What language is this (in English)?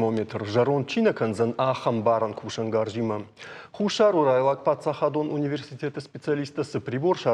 Ossetic